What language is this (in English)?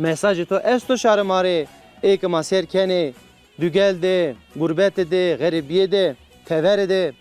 Zaza